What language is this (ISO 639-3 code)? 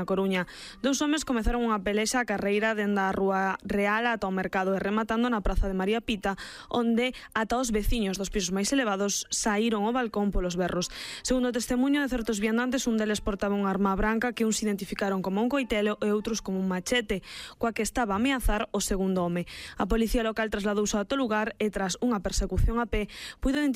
glg